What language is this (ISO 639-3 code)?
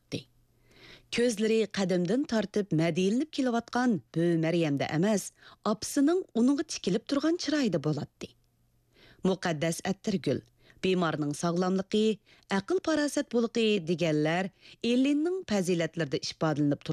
uig